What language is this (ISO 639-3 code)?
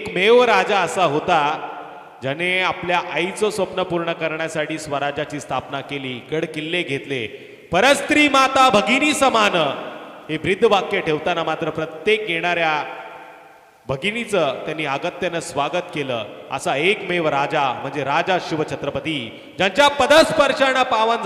mar